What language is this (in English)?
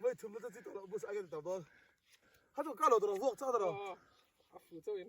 Mizo